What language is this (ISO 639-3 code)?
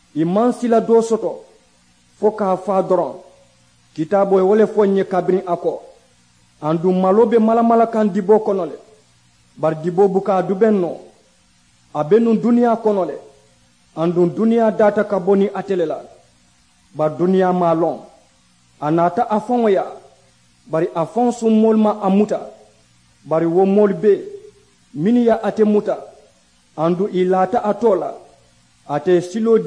man